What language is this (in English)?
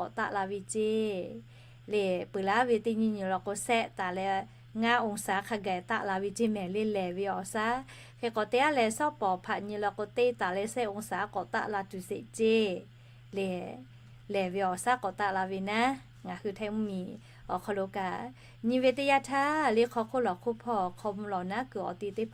Lahu